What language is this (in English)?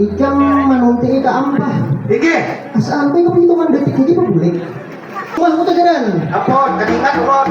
Banjar